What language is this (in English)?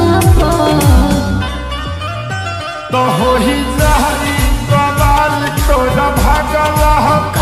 Bhojpuri